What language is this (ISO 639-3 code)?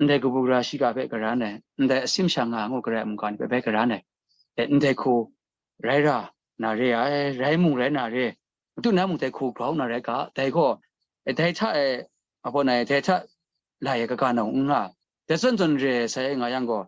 kac